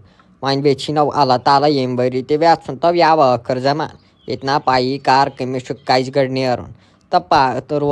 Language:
Kashmiri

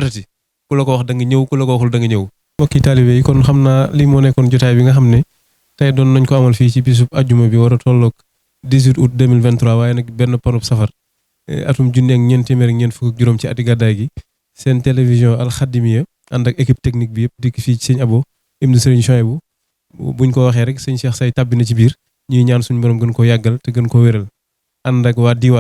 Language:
Wolof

